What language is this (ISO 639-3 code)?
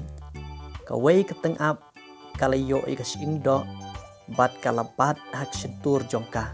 kha